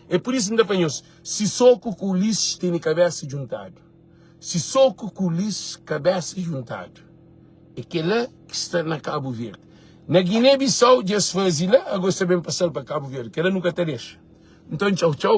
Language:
Kabuverdianu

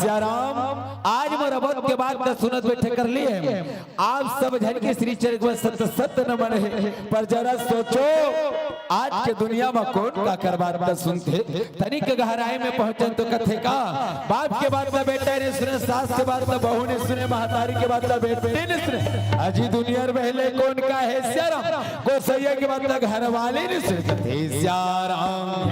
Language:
Chhattisgarhi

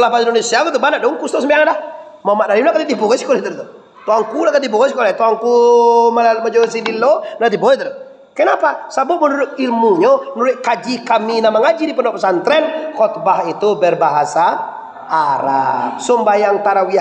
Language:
Minangkabau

